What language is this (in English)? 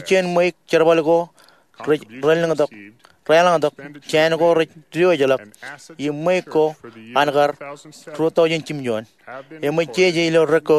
Marshallese